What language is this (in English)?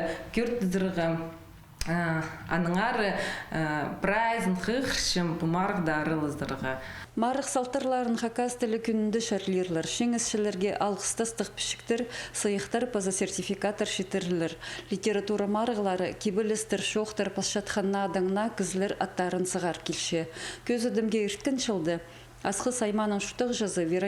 Khakas